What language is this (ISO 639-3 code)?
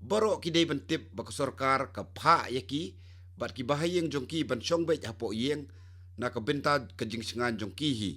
kha